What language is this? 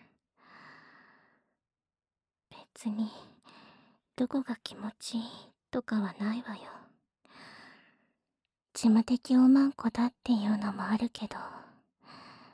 Japanese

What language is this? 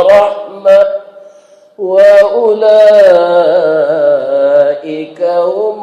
Minangkabau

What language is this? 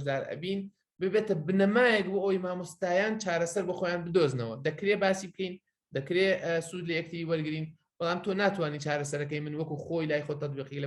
Central Kurdish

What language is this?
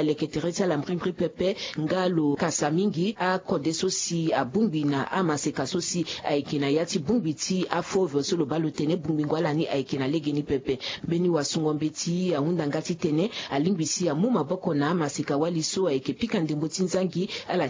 Sango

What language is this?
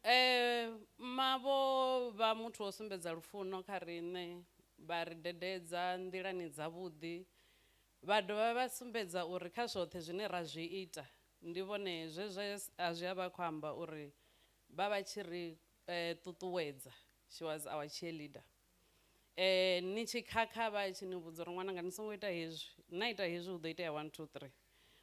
Venda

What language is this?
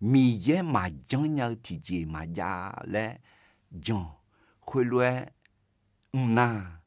Akha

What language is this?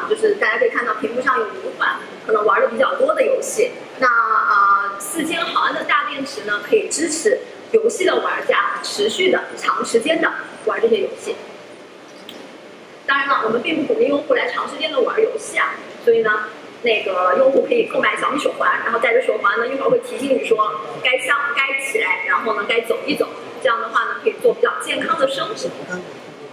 Chinese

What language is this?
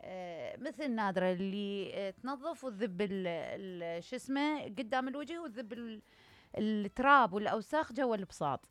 Mesopotamian Arabic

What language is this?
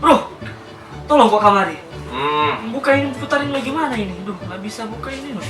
Manado Malay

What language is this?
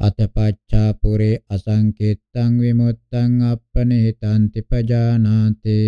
Pali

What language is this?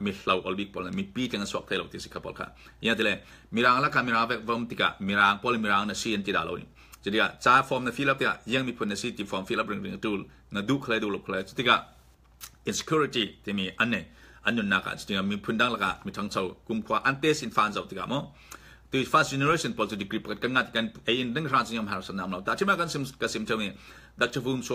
Falam Chin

